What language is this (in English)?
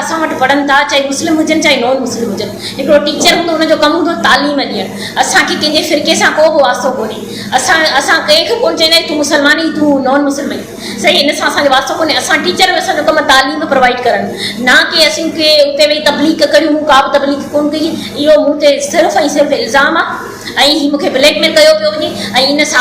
Sindhi